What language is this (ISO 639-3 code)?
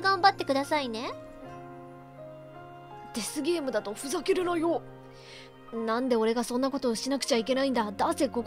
jpn